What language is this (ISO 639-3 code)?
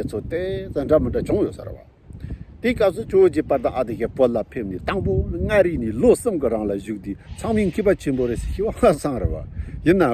bod